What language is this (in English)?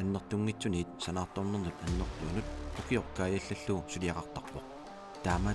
Kalaallisut